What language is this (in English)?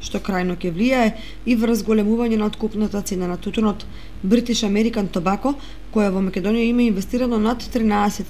Macedonian